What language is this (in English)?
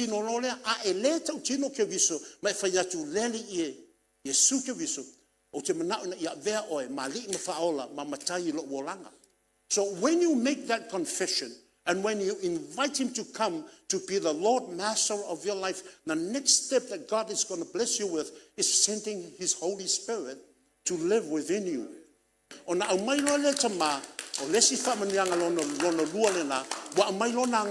Samoan